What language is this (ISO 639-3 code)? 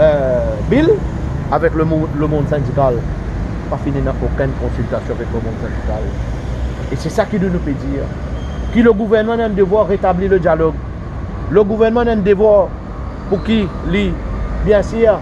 mfe